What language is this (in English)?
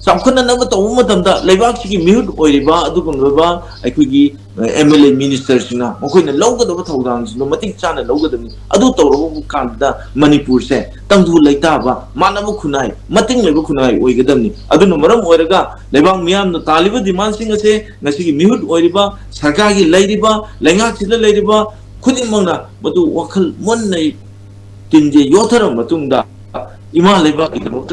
Manipuri